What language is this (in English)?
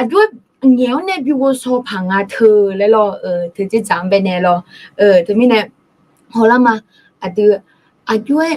Akha